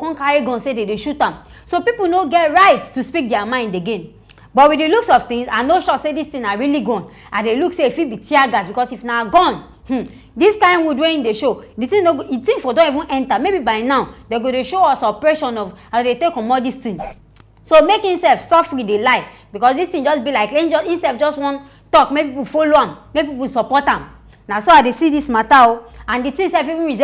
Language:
Nigerian Pidgin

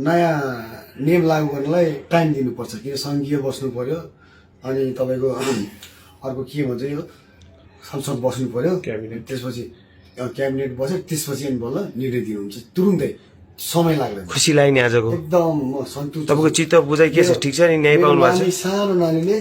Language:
Nepali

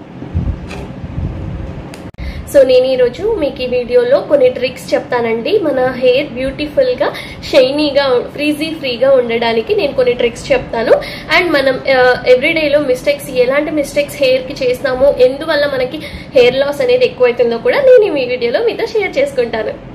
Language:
Telugu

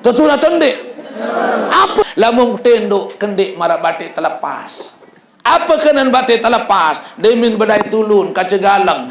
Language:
Sasak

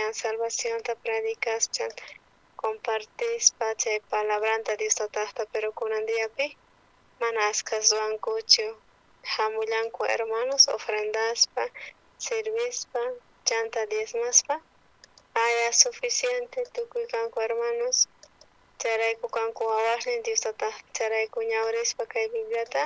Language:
South Bolivian Quechua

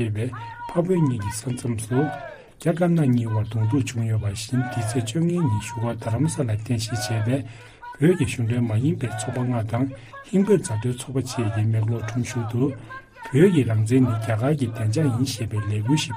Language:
Tibetan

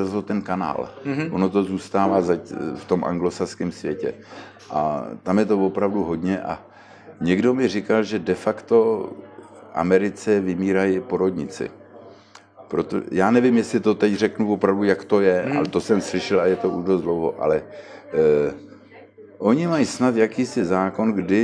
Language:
Czech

